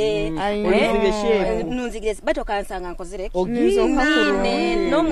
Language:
Nyoro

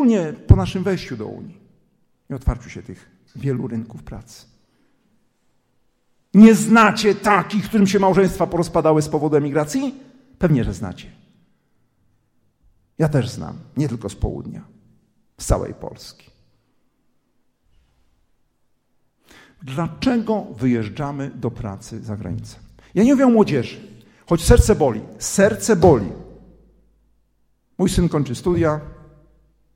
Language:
Polish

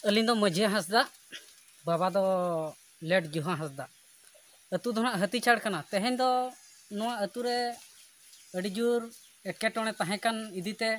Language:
Santali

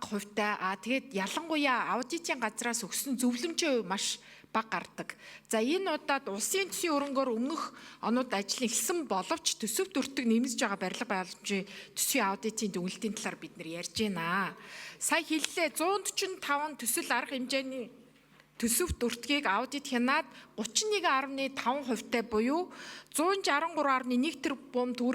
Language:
Mongolian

